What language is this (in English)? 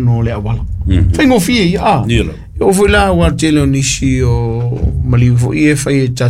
Samoan